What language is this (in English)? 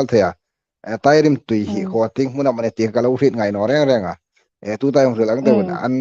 Hmar